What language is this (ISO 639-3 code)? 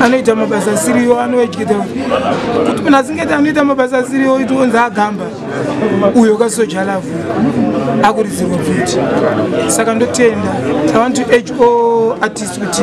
sna